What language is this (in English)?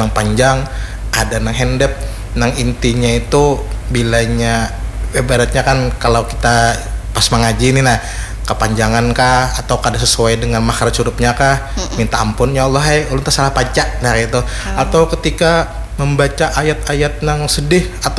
Banjar